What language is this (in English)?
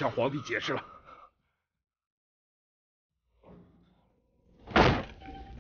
Chinese